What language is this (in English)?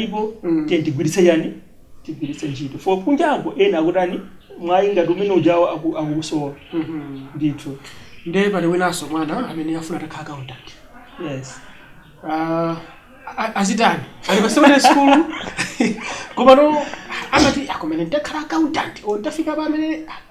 Nyanja